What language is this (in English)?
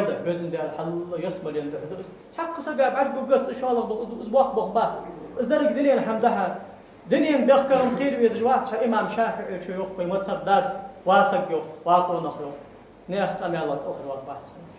Ingush